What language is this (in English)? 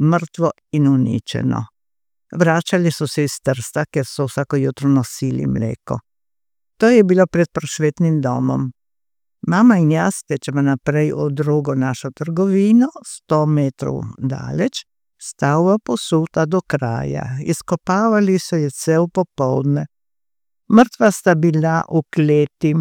Slovenian